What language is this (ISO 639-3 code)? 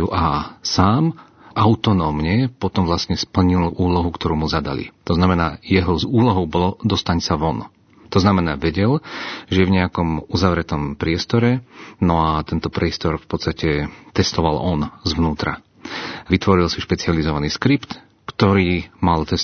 slk